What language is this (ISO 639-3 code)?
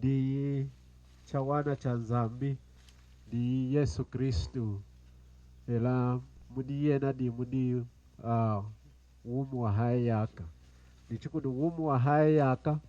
lun